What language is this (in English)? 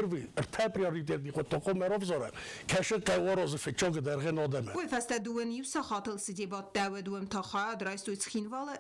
Ossetic